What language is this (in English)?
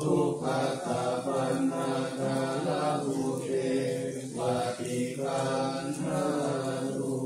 Pali